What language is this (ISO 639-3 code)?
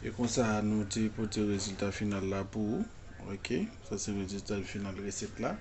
hat